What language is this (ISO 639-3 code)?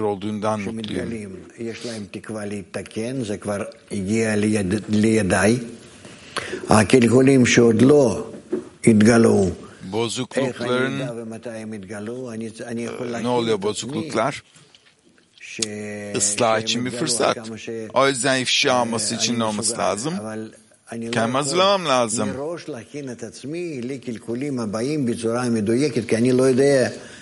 tur